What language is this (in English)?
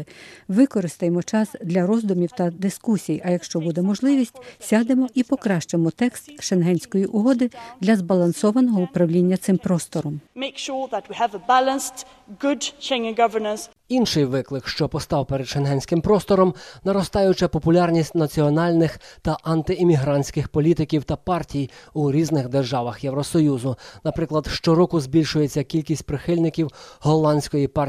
Ukrainian